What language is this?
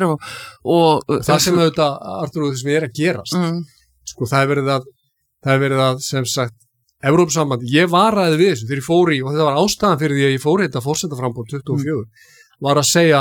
Icelandic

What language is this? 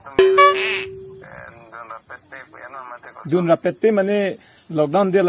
Karbi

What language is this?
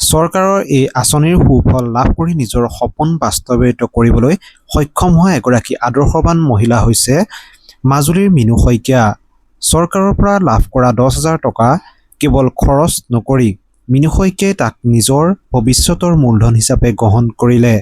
Assamese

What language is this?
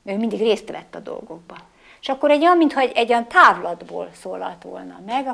Hungarian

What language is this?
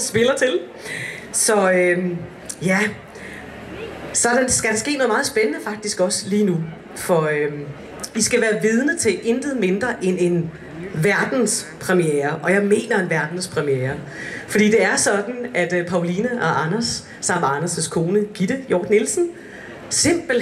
Danish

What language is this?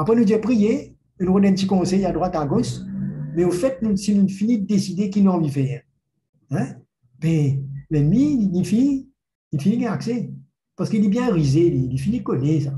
Morisyen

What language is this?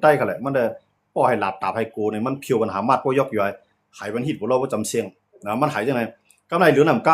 Shan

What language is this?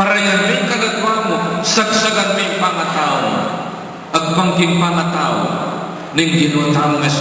Pampanga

